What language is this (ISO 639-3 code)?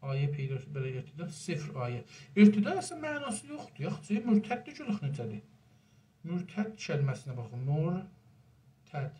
azb